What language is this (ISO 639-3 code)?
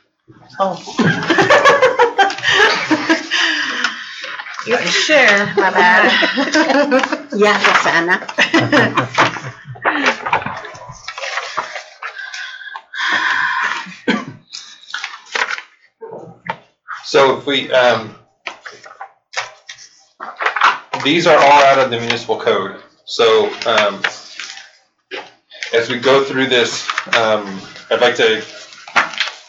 eng